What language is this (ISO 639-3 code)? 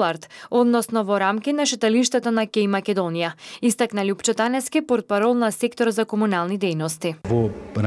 mkd